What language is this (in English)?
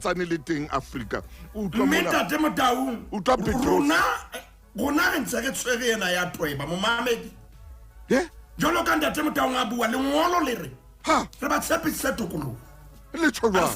Southern Sotho